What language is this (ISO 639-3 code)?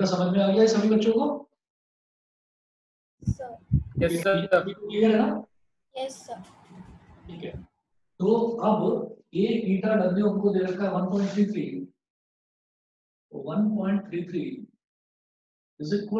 hin